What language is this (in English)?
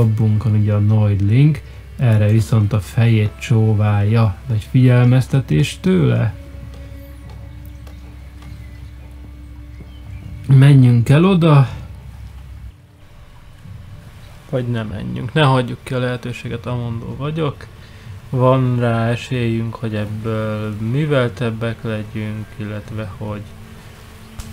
Hungarian